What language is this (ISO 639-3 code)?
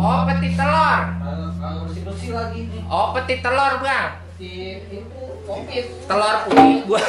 bew